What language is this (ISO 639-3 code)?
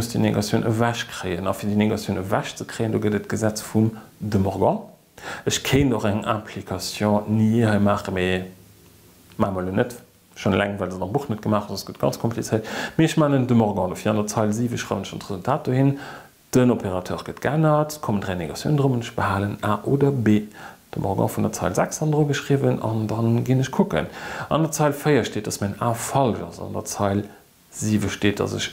ltz